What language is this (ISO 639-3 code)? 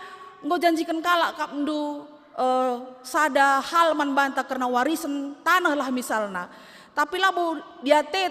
btx